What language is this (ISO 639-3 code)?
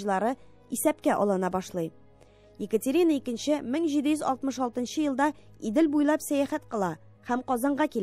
tat